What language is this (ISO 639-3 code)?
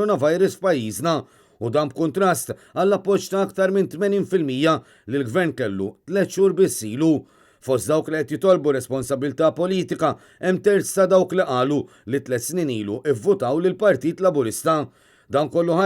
mlt